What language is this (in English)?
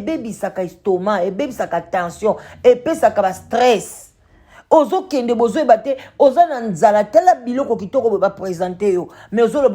Lingala